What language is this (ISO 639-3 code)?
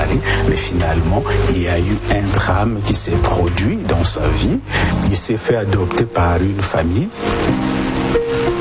fra